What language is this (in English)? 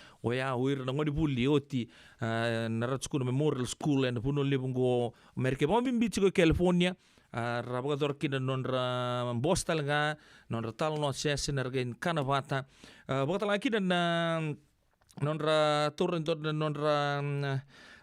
Fijian